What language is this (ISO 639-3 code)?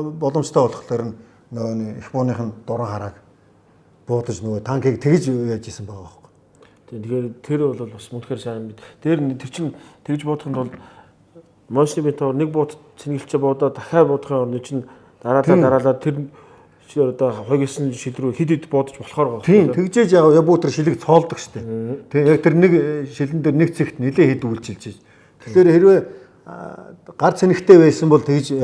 mon